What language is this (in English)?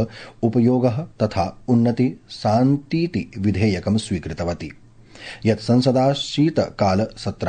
Sanskrit